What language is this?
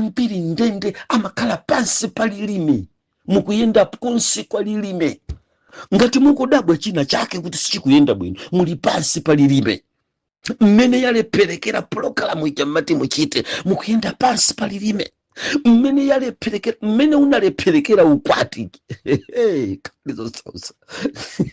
Nyanja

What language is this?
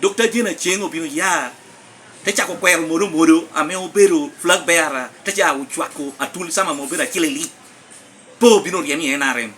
Lango (Uganda)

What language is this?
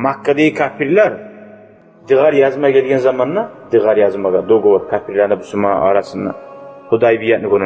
Kumyk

